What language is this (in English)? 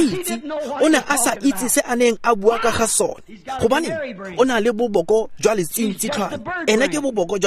Tswana